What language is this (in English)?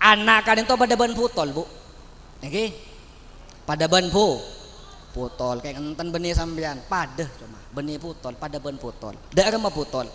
Madurese